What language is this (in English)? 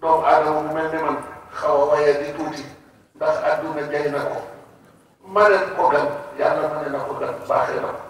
Wolof